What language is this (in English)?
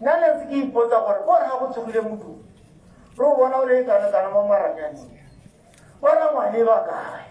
Tswana